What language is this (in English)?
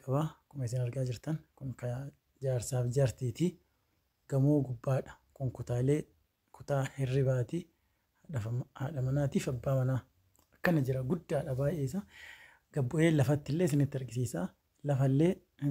Oromo